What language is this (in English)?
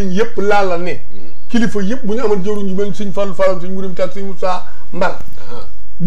Wolof